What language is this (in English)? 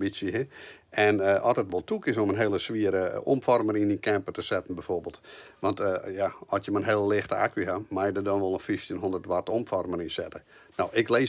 Western Frisian